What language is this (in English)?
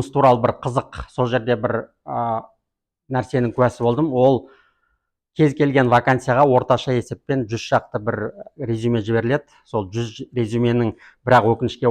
Kazakh